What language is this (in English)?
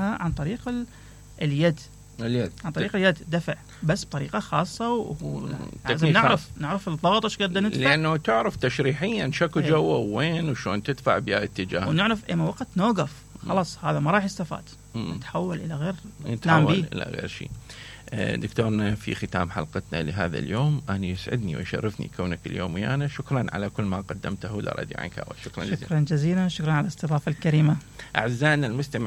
Mesopotamian Arabic